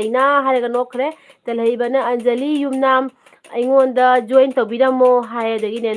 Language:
Manipuri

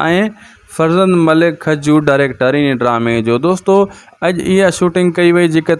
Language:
Sindhi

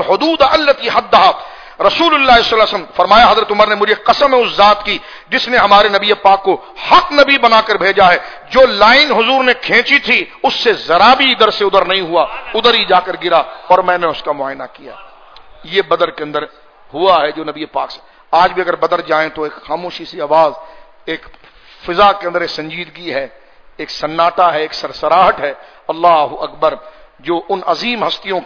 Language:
Urdu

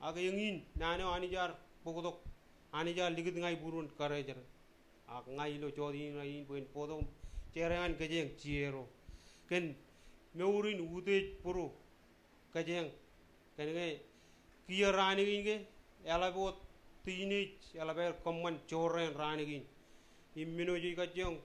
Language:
Marshallese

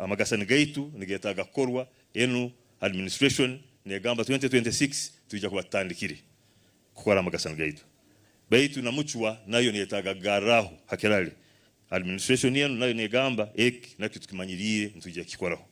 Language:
Nyankole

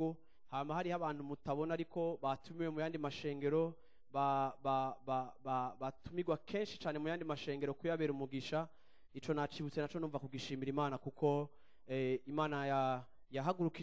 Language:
Rundi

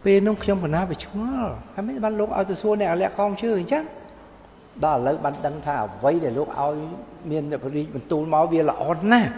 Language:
Khmer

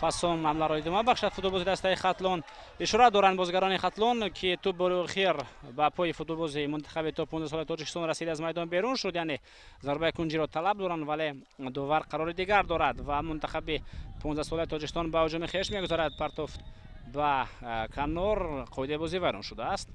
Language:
Tajik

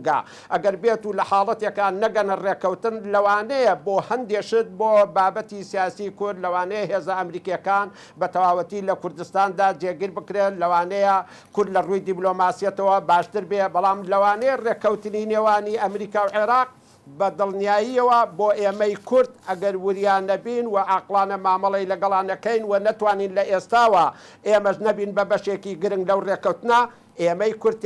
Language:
Central Kurdish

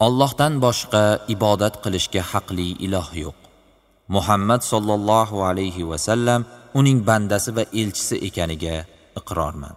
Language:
Uzbek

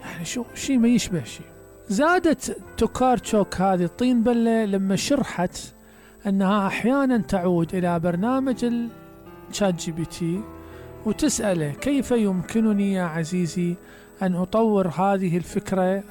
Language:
Mesopotamian Arabic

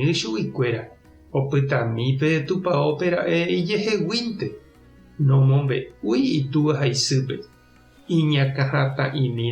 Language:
Guarani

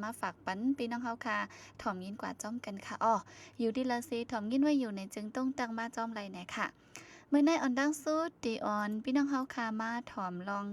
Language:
Shan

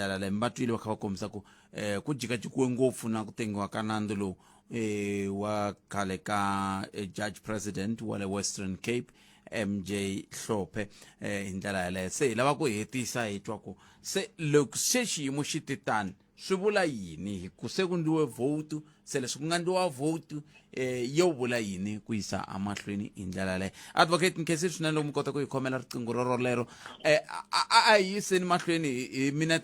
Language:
Tsonga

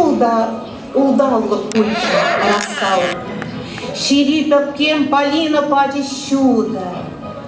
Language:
Chuvash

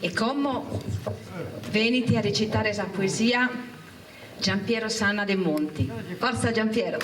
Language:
Sardinian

